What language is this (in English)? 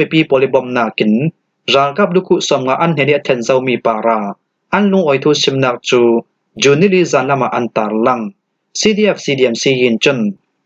Falam Chin